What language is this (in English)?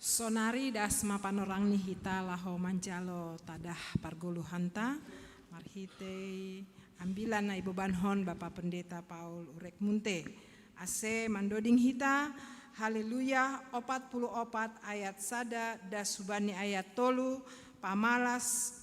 Batak Simalungun